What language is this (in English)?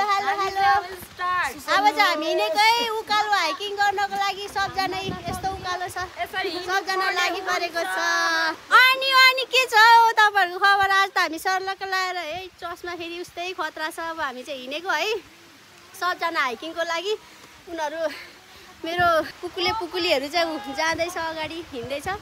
Nepali